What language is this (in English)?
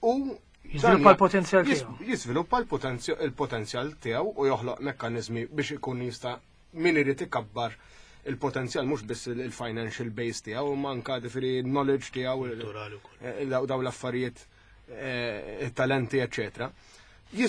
Maltese